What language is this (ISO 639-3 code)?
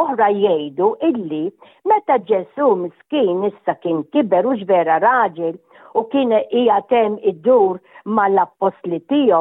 mlt